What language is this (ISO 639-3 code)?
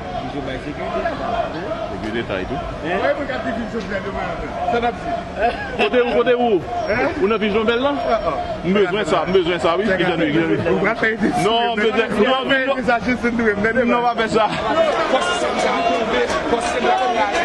hat